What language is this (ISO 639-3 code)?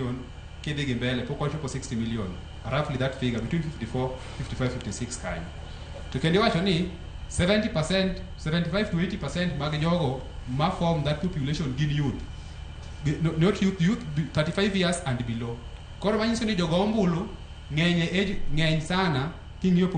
luo